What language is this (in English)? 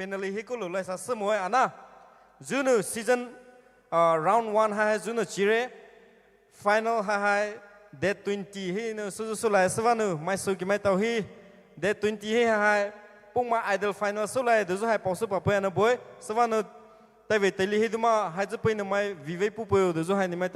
Poumei Naga